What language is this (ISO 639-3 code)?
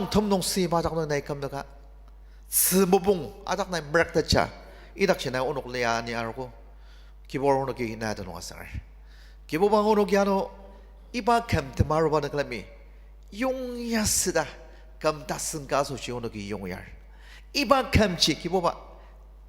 njo